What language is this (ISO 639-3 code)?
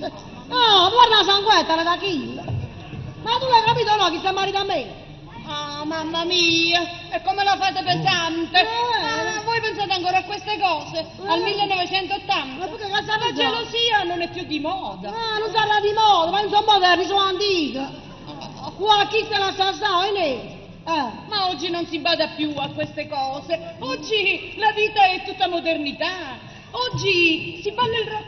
nap